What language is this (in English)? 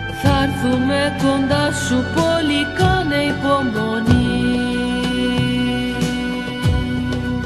Greek